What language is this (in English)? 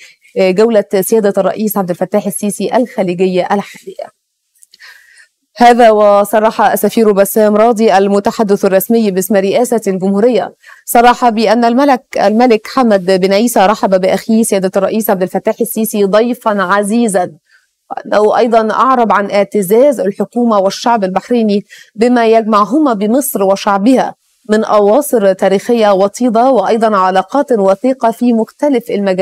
Egyptian Arabic